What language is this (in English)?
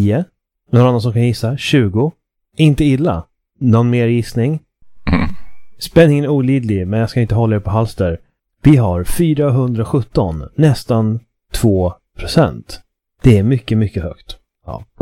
Swedish